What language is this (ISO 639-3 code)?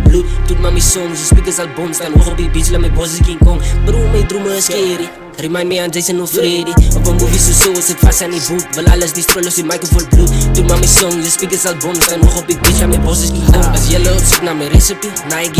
afr